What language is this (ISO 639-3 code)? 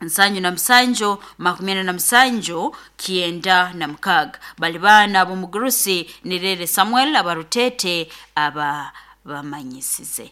nyo